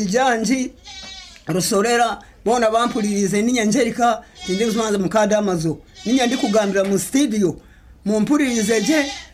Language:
Nyankole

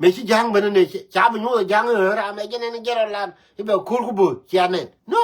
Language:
Nuer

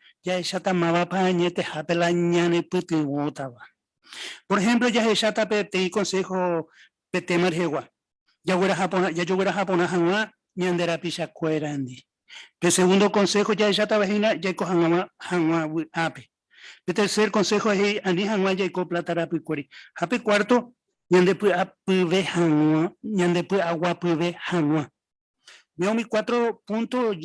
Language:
Guarani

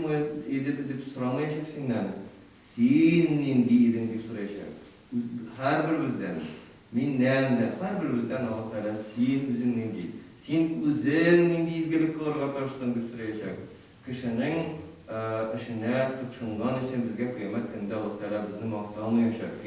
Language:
Tatar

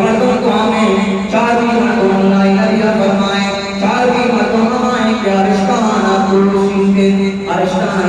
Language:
Eastern Balochi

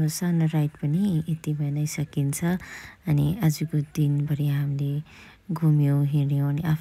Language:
Nepali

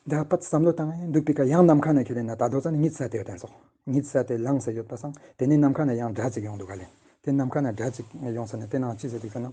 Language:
Ladakhi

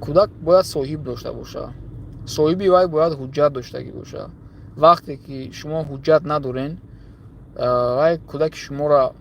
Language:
Tajik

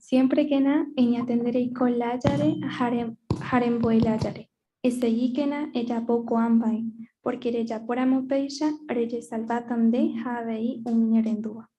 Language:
Guarani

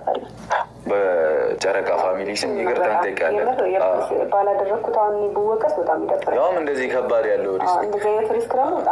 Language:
Amharic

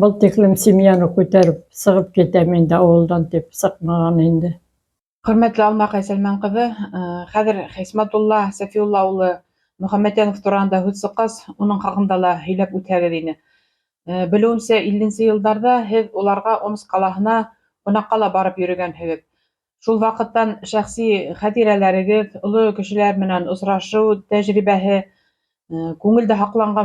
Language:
Bashkir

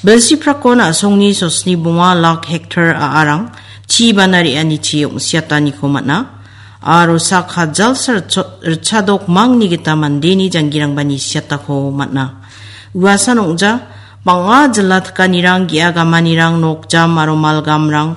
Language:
Garo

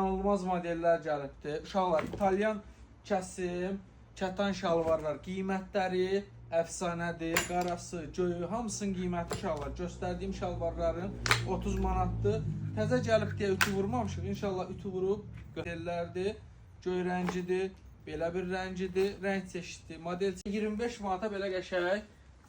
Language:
Azerbaijani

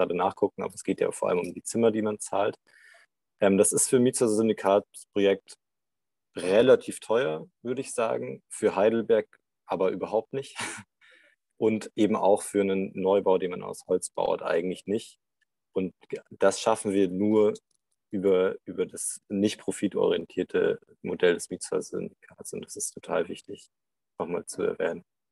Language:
German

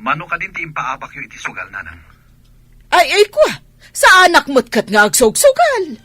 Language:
Iloko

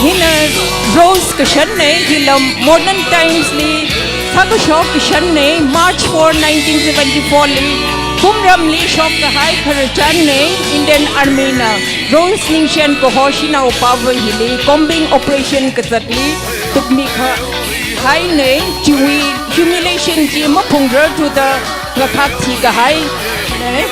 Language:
Tangkhul Naga (India)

